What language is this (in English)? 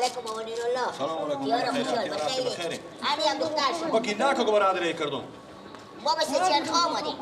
Persian